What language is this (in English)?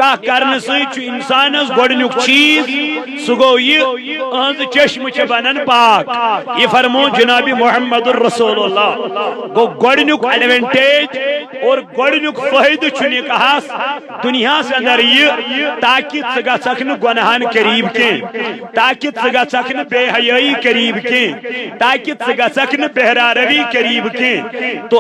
Kashmiri